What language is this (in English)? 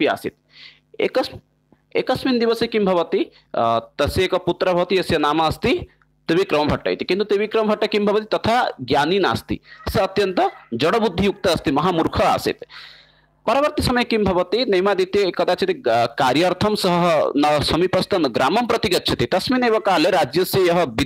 Sanskrit